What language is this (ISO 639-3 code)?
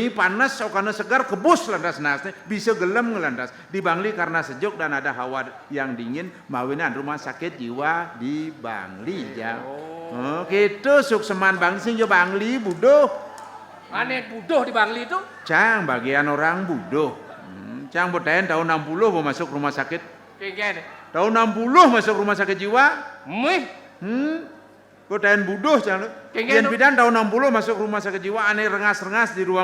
ban